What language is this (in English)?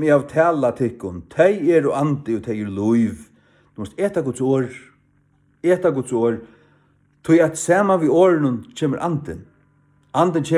Faroese